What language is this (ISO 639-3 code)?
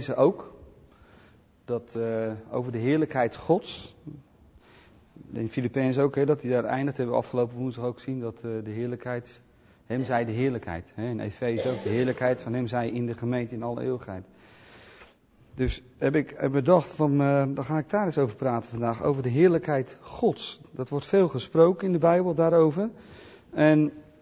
nld